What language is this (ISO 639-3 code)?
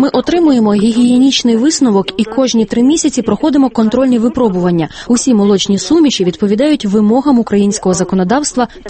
ukr